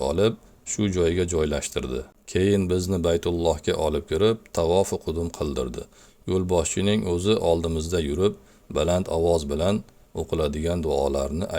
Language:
Uzbek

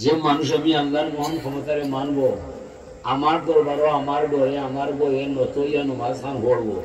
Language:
Sylheti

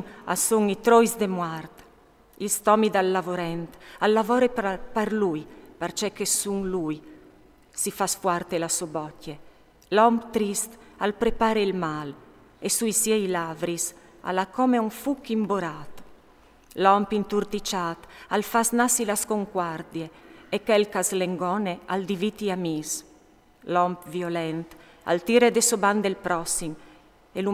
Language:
Friulian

